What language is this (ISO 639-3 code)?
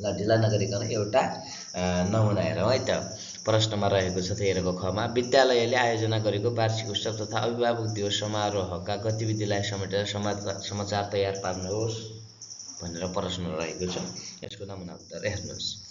nep